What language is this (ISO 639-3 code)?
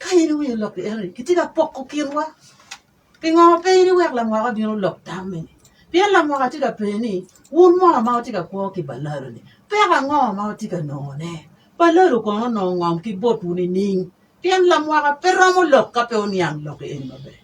ach